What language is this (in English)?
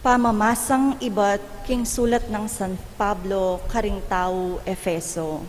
Pampanga